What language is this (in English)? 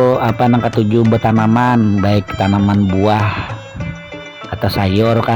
Banjar